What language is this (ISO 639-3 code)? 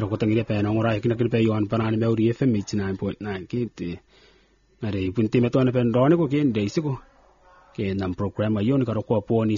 gil